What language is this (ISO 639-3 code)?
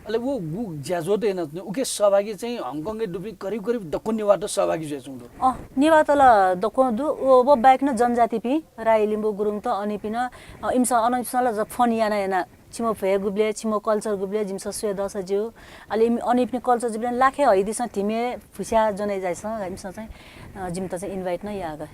new